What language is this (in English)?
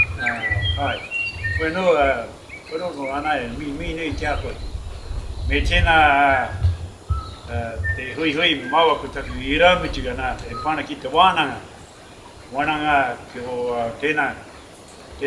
Māori